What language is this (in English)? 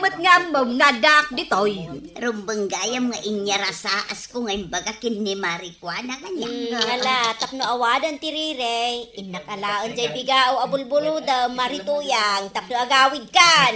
Iloko